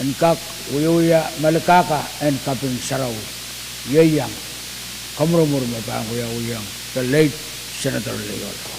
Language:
Pohnpeian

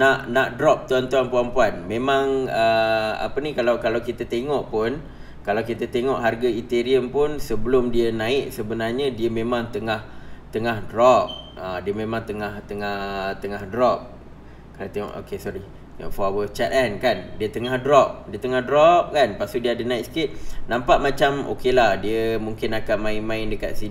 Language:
Malay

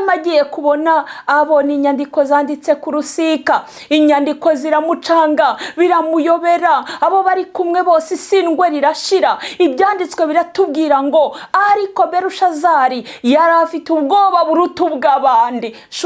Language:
Kinyarwanda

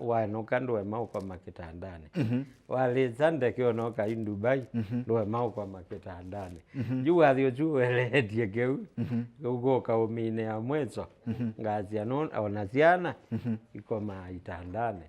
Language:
Kamba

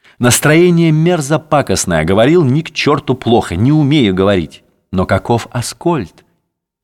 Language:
Russian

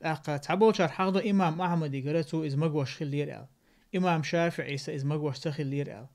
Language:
Chechen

